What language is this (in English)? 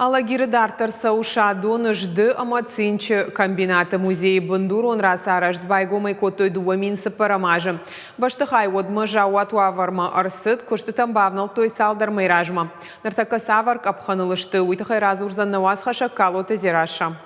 Ossetic